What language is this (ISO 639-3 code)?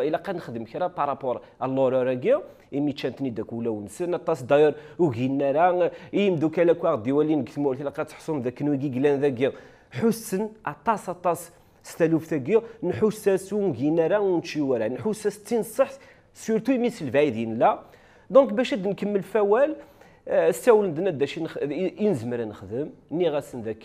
kab